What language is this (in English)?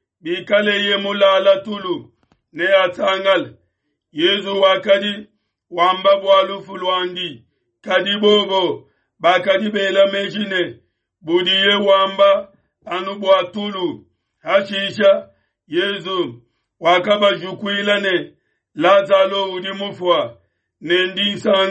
Luba-Lulua